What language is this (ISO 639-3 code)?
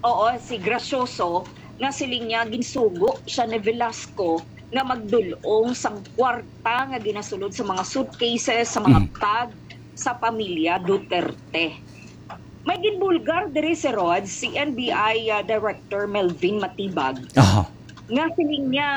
hil